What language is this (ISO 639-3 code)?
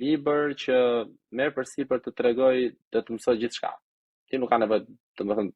sqi